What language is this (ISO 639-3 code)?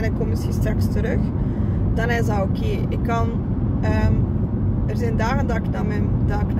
nld